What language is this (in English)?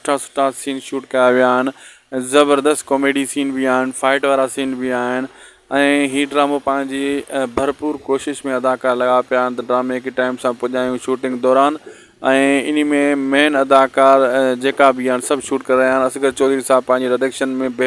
Sindhi